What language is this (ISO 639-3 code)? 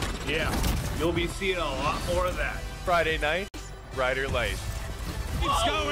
fra